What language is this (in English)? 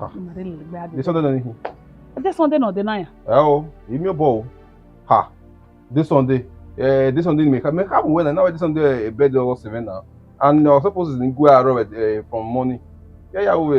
Bini